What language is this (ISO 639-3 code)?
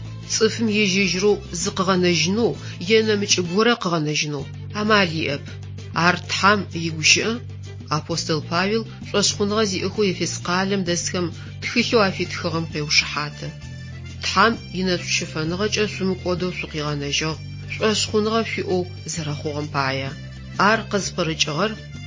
ady